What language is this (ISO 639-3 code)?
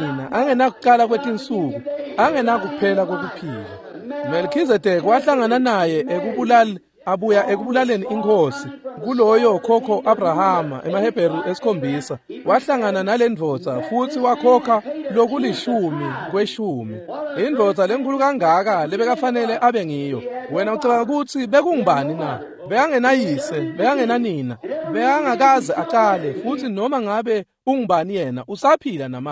ssw